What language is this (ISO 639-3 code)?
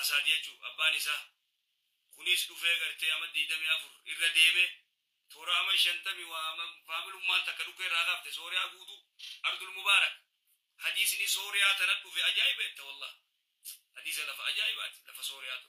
orm